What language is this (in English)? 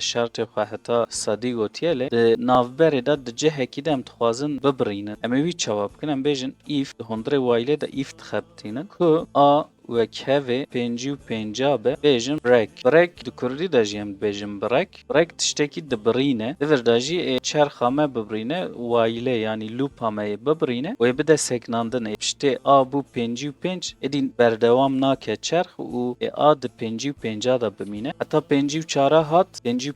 Kurdish